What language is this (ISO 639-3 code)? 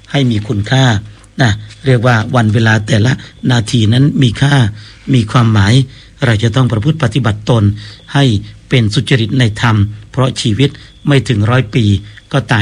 tha